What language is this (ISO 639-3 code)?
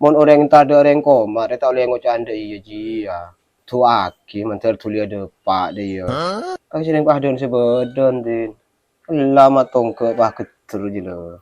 mad